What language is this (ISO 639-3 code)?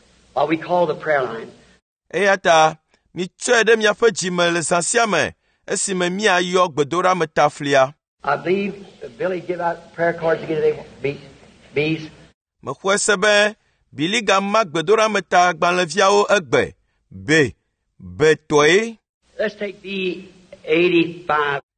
ewe